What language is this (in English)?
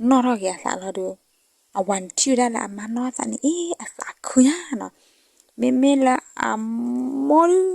S'gaw Karen